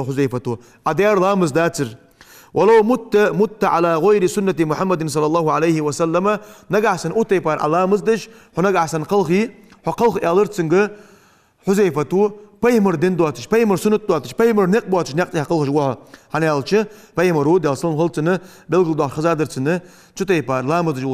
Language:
Ingush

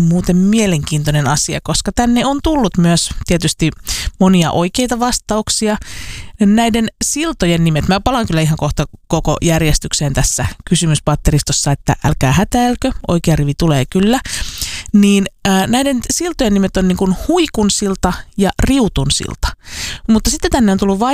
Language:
Finnish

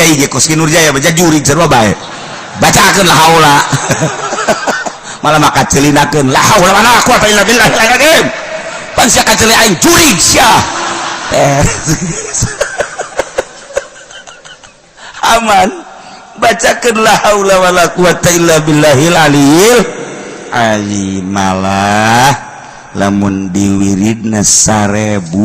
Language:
Sundanese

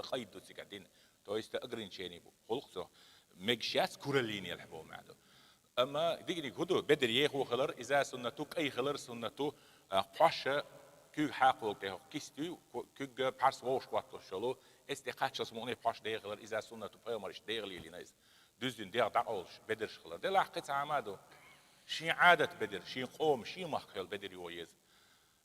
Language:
Chechen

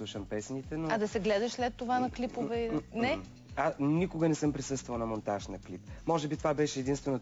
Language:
Bulgarian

